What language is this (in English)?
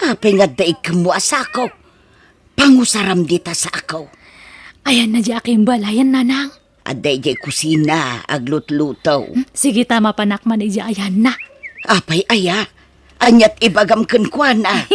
Iloko